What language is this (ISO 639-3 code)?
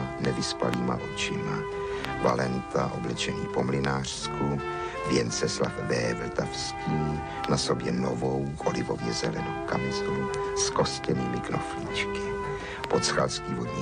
ces